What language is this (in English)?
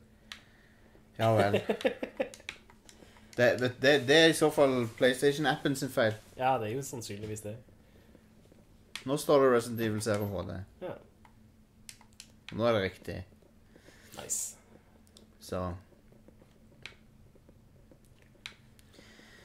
Norwegian